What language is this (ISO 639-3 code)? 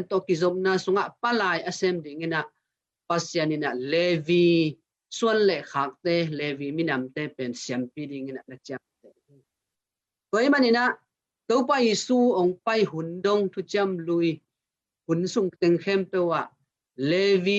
ctd